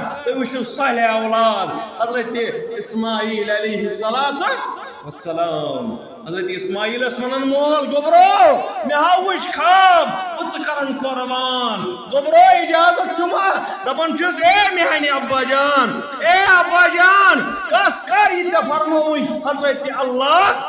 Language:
Kashmiri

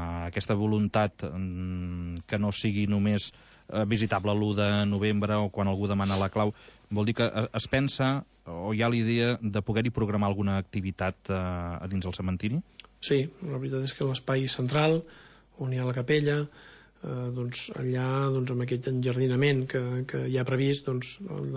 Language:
Catalan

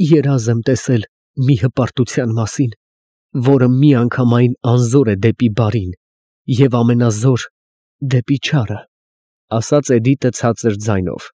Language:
Armenian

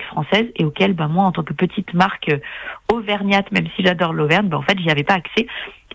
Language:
French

